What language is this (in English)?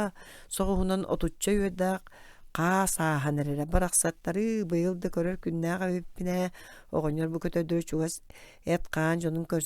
Yakut